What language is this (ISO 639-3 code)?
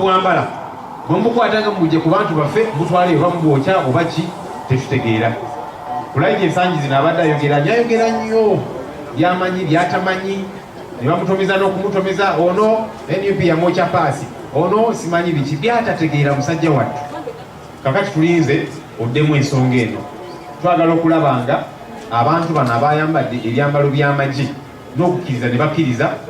lug